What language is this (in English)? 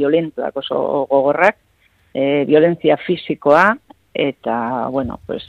Basque